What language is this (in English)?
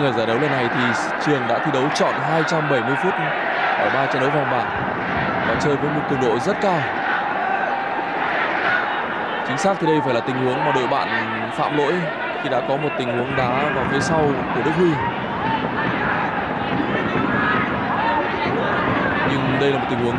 Vietnamese